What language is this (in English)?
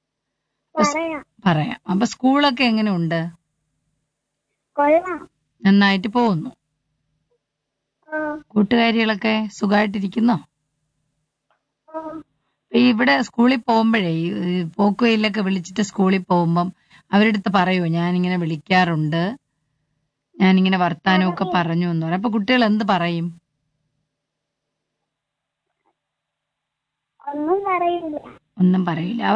Malayalam